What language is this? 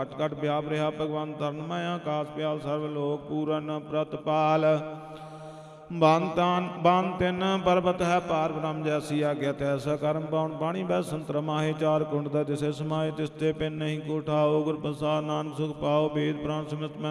Punjabi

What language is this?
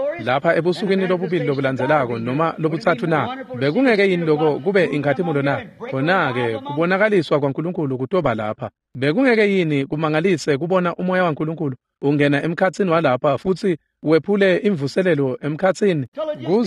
Swati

